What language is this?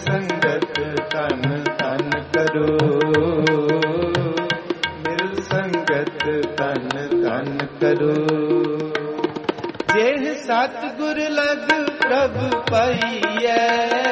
Punjabi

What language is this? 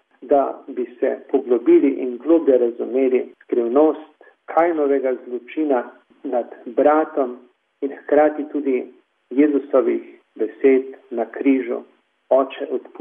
Slovenian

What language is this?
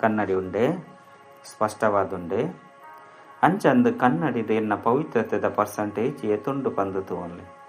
Tulu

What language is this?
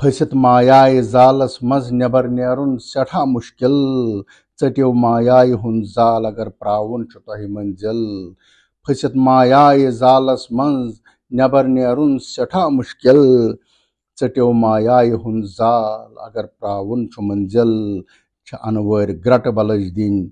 Kashmiri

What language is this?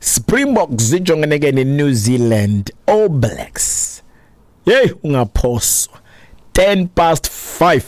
Xhosa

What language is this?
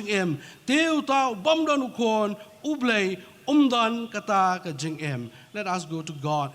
Khasi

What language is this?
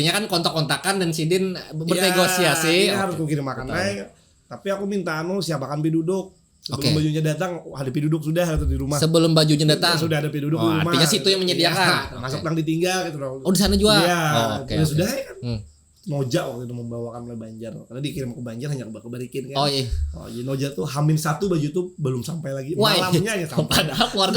Banjar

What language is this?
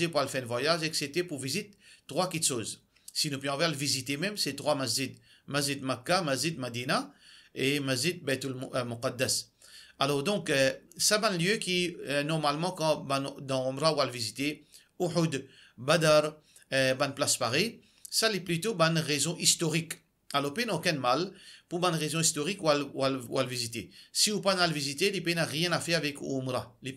Morisyen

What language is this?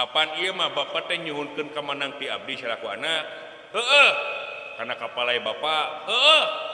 Sundanese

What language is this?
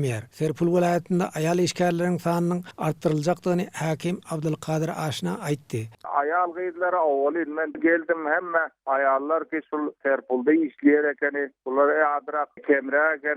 Turkmen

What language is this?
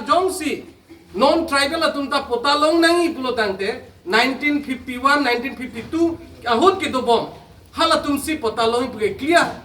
Karbi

